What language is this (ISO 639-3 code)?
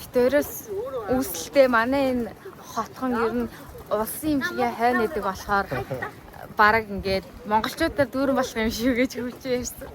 mon